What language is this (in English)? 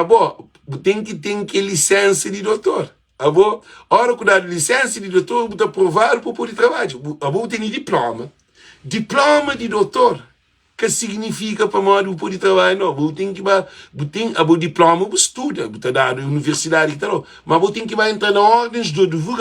Kabuverdianu